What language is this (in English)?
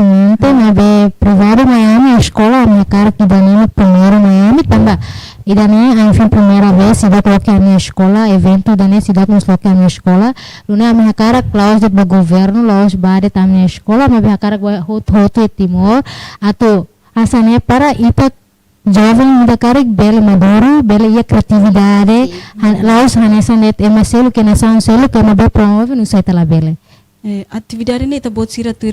Tetum